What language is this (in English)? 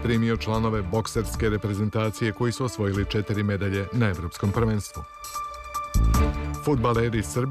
Serbian